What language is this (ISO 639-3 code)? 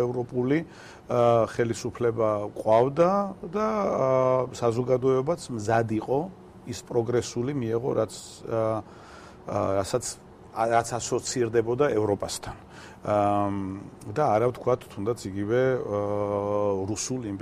kat